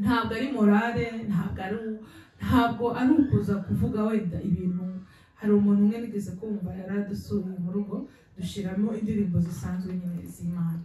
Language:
Kinyarwanda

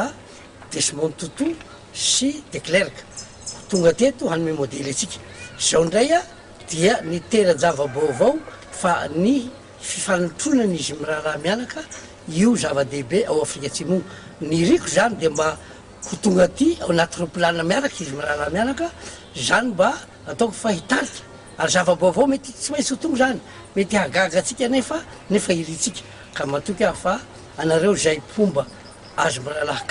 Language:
Malagasy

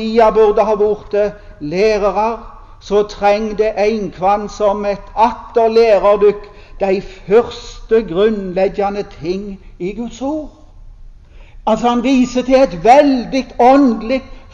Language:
Norwegian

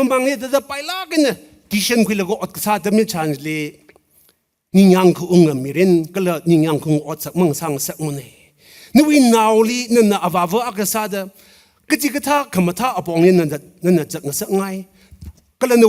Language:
Tangkhul Naga (India)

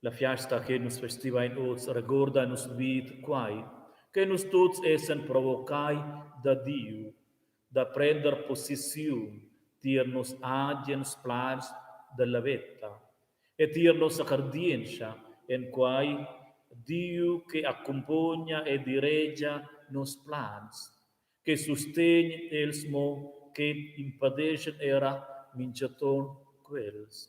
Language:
Romansh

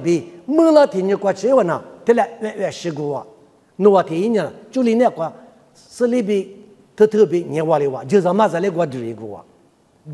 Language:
Lisu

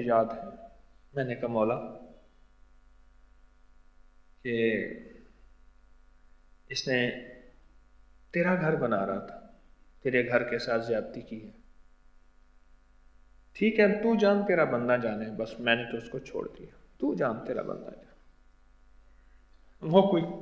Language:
Urdu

